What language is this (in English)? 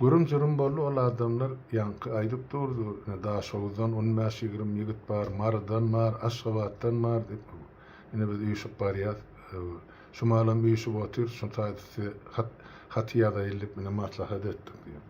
Turkmen